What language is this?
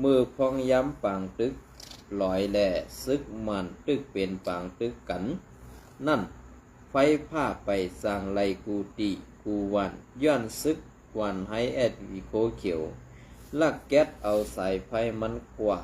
Shan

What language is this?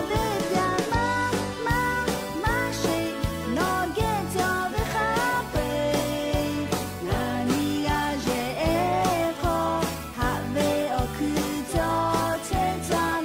Lahu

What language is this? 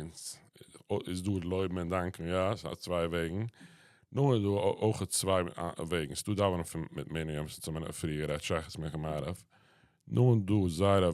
Yiddish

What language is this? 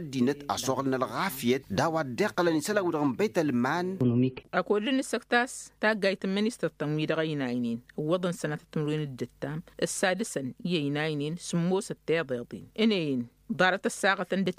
Tamasheq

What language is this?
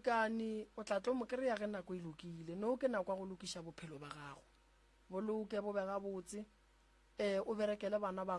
Northern Sotho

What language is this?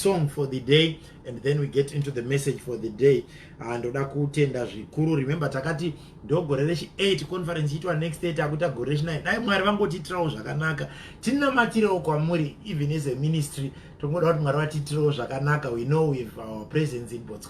Shona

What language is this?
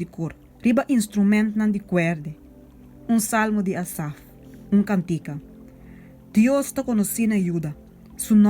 Papiamento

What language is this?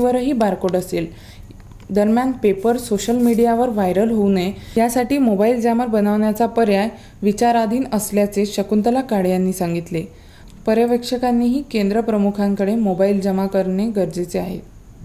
Marathi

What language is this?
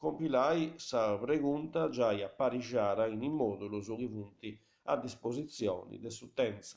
Sardinian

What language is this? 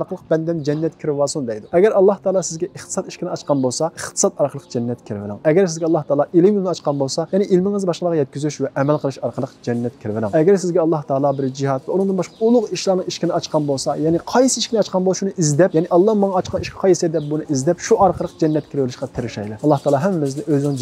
Uyghur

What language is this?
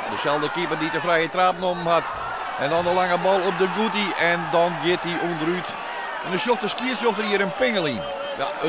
Western Frisian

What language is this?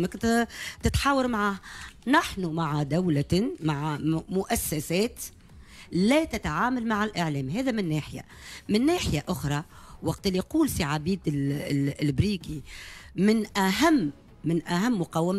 Tunisian Arabic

